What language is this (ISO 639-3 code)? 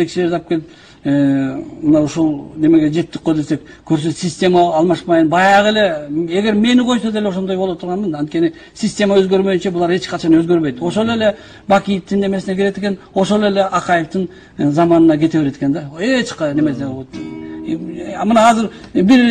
kir